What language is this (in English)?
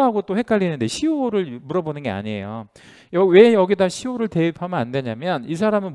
Korean